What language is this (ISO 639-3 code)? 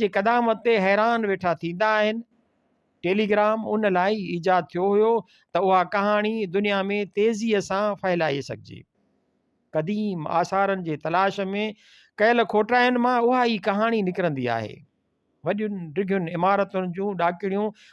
snd